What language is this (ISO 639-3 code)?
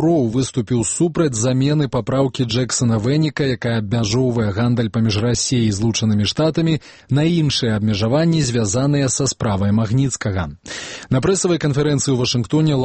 bel